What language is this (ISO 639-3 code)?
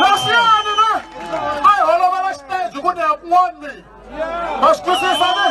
tso